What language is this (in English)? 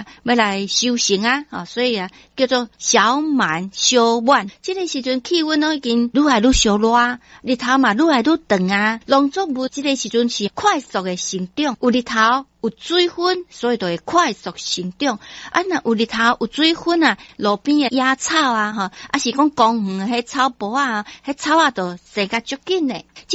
Min Nan Chinese